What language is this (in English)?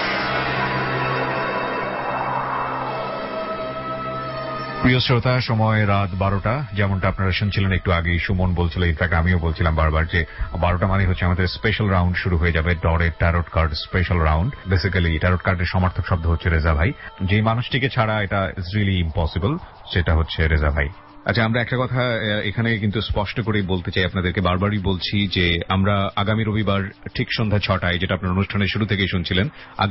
Bangla